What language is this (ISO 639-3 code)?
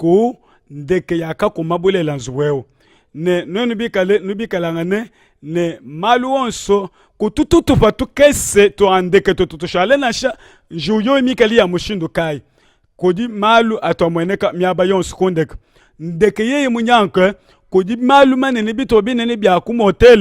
lua